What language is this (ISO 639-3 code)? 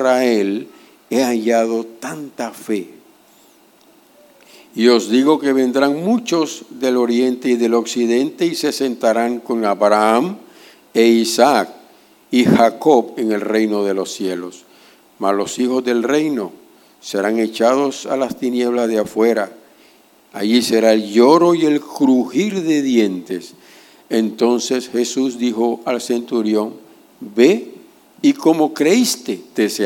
spa